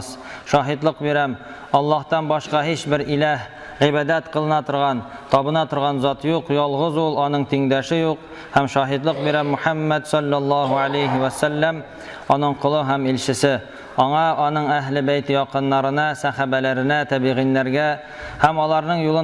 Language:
Tatar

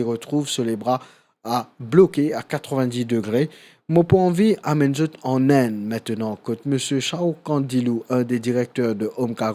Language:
Morisyen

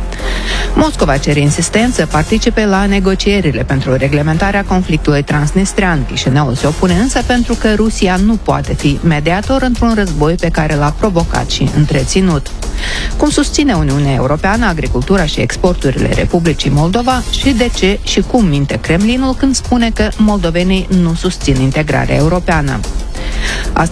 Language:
Romanian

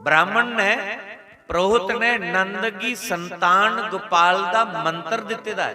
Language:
Dogri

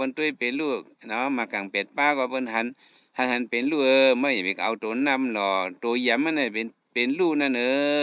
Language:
Shan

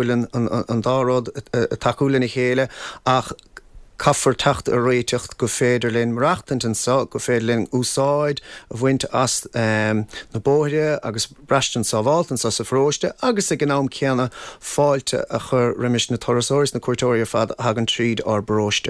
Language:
Irish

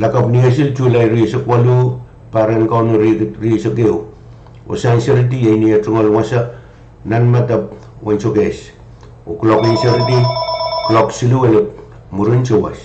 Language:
Pohnpeian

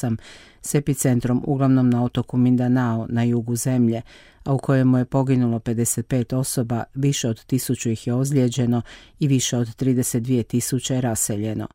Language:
Croatian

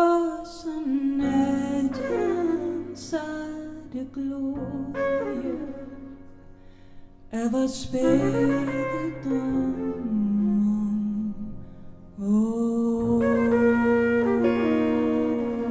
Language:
Danish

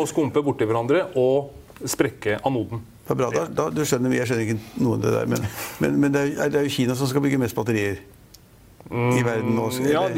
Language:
Norwegian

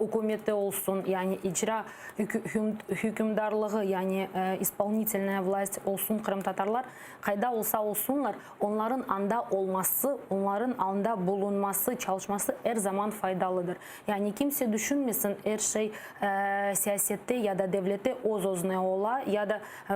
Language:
Crimean Tatar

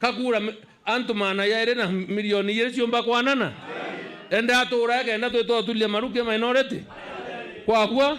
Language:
Meru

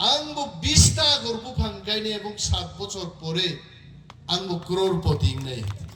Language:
Kok Borok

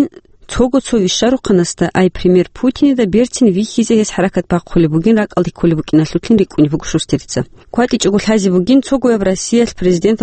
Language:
Avaric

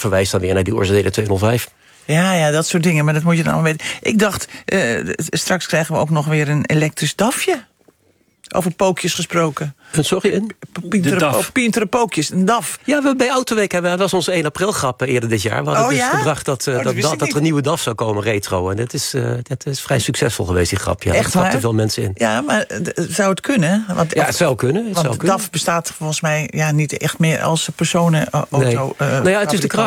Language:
Dutch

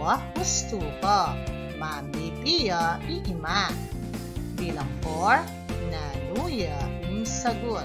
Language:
Pampanga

